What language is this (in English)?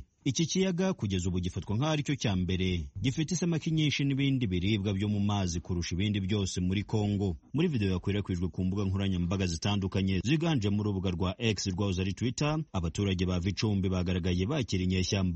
Kinyarwanda